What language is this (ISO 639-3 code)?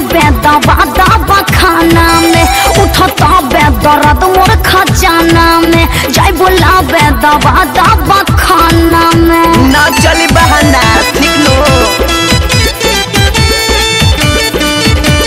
bho